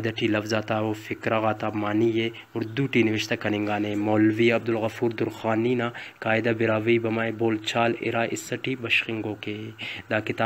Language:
Brahui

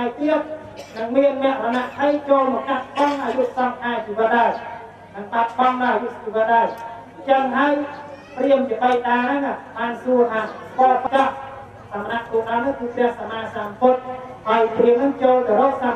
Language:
Khmer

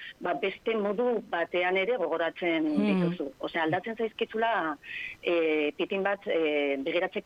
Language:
Basque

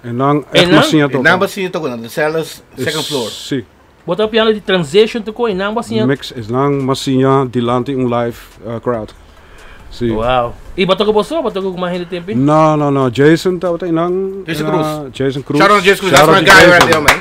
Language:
Papiamento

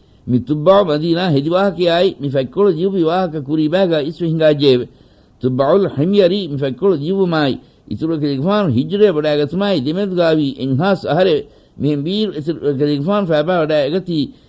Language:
Divehi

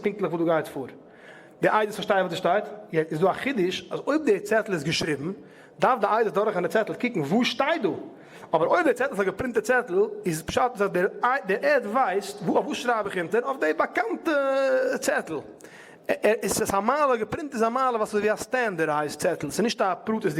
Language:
Yiddish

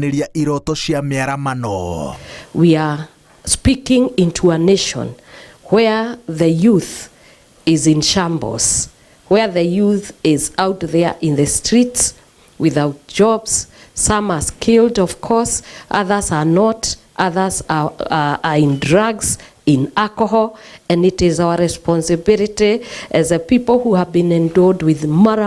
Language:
Kikuyu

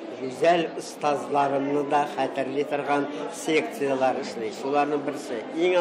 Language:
Tatar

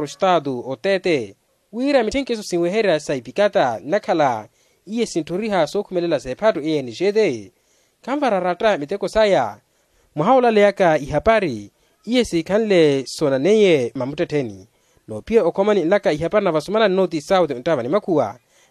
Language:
Makhuwa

